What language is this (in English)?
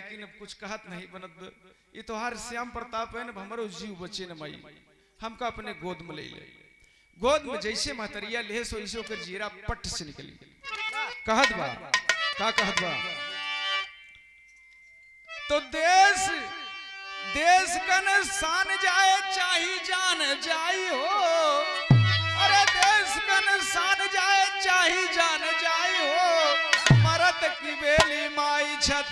Bhojpuri